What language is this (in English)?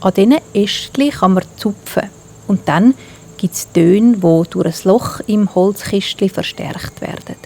Swiss German